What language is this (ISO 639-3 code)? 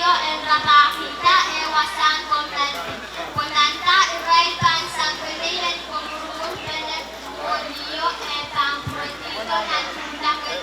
pon